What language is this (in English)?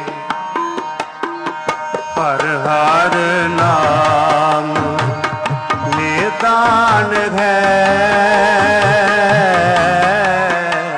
Punjabi